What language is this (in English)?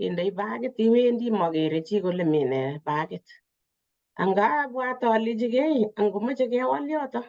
Kalenjin